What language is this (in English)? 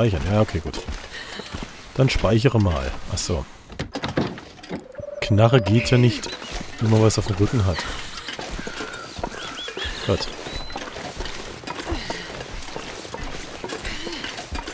German